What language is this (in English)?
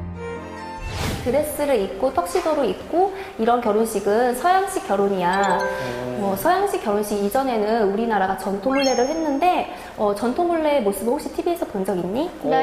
Korean